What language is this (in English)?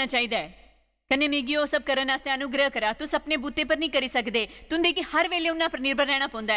Dogri